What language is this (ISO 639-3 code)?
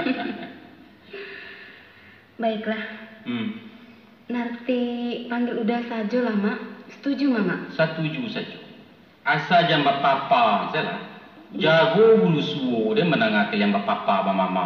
min